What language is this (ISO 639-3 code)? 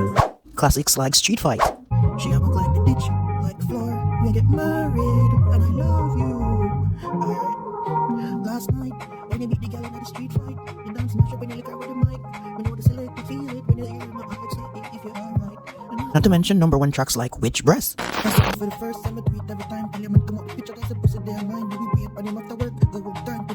jam